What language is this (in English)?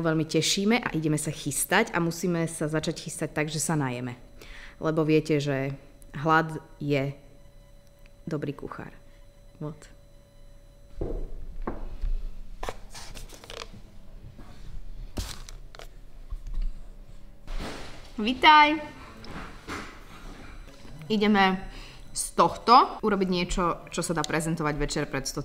Slovak